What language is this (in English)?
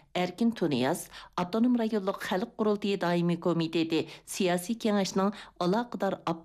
Uyghur